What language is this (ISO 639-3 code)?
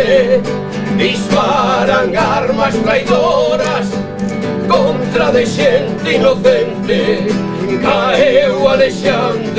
glg